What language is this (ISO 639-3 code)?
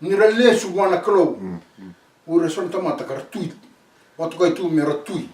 fij